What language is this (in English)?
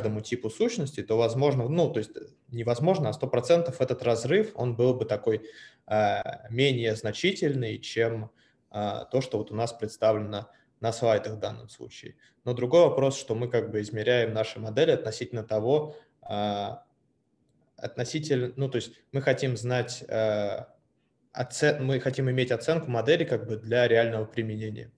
Russian